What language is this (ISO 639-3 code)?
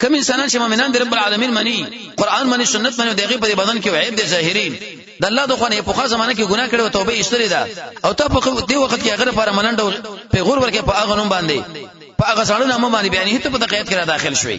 pus